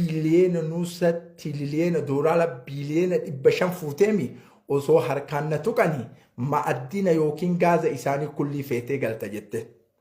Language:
Oromo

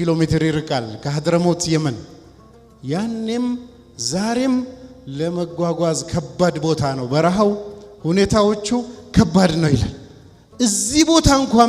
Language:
Amharic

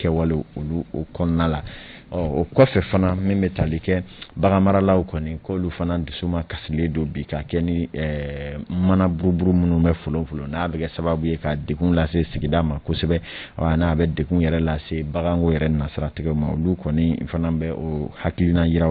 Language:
Bambara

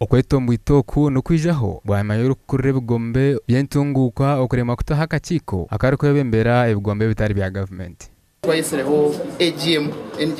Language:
Nyankole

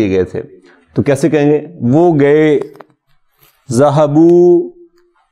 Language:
Urdu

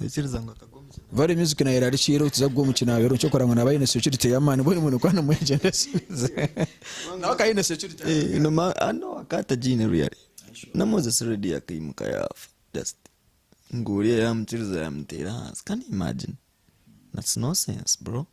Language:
Nyankole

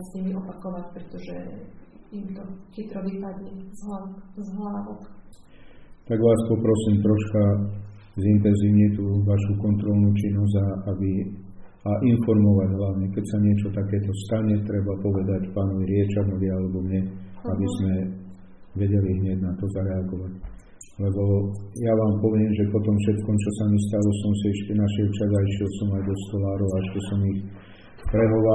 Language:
Slovak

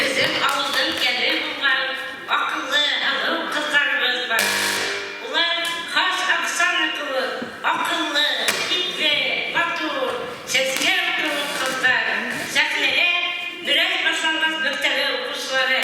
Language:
Bashkir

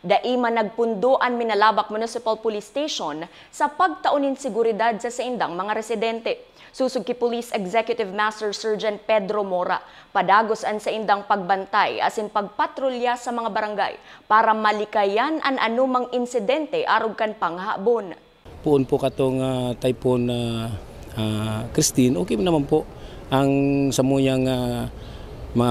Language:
Bikol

